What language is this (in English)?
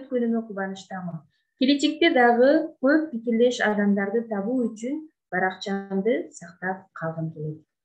Kyrgyz